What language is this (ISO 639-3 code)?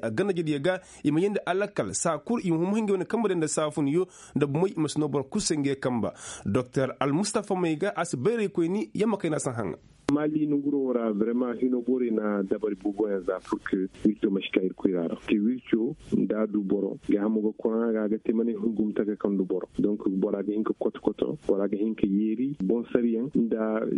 ses